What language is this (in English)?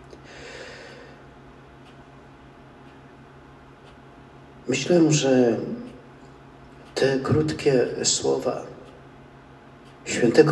Polish